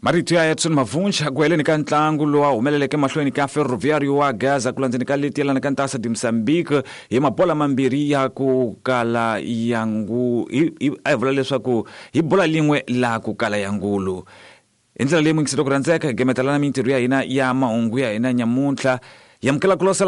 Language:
Tsonga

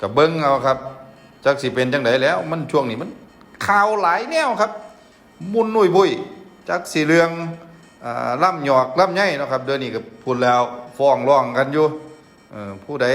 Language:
Lao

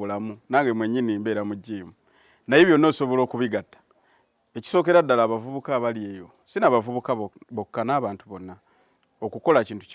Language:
Ganda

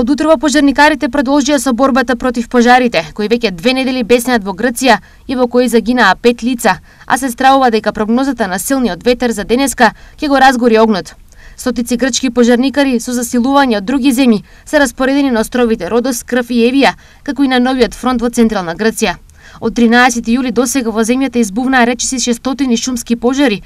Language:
Macedonian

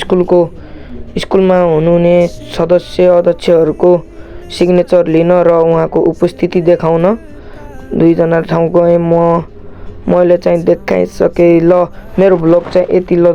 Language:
Nepali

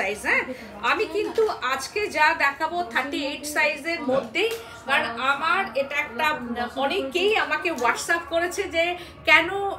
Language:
Bangla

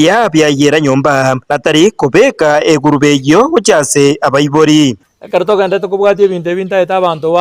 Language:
Gusii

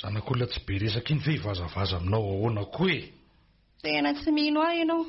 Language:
Malagasy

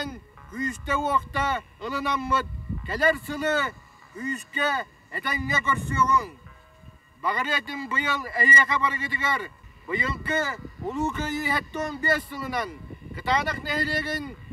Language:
Yakut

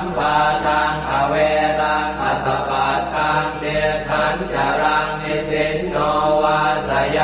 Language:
Pali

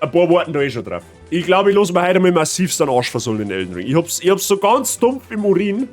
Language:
Bavarian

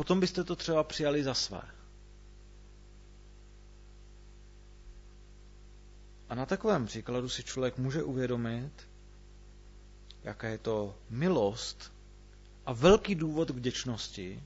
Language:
Czech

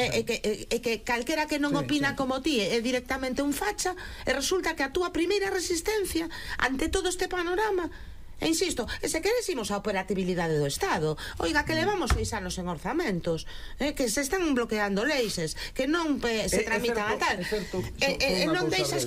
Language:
Galician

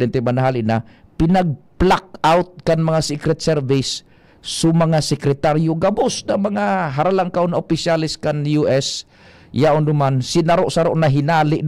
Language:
Bikol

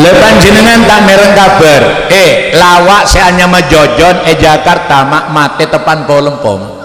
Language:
Madurese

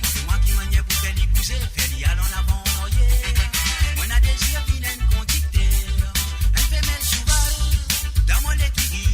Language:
Morisyen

